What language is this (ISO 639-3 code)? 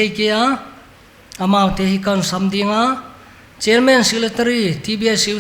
pck